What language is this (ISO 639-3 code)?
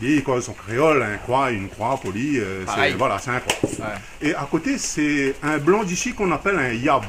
rcf